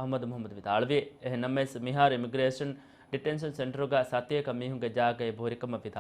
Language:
Divehi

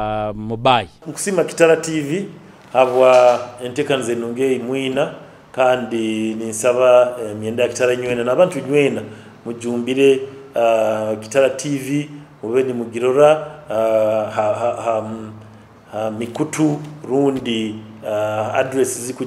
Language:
Nyoro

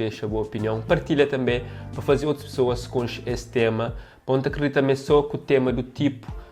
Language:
Kabuverdianu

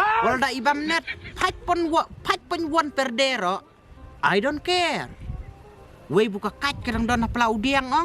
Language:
Khasi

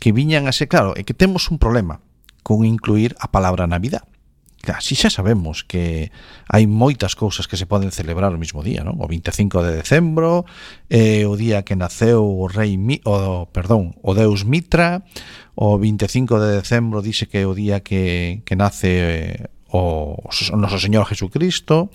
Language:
Galician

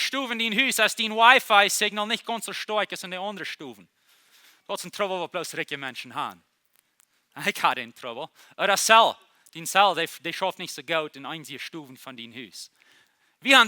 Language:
Plautdietsch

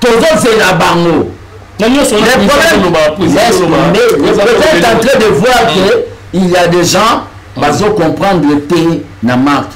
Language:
Lingala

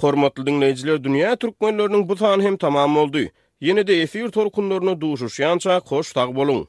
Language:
Turkmen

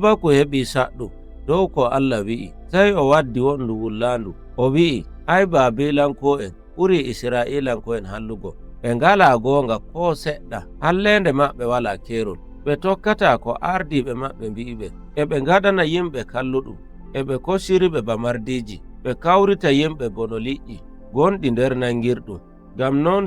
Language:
Nigerian Fulfulde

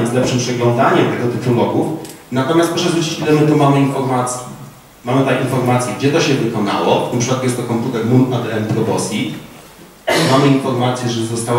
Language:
Polish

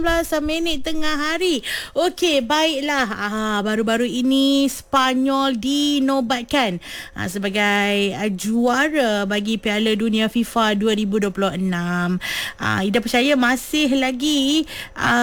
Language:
Malay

